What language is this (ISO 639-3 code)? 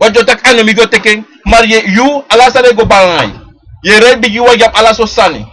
srn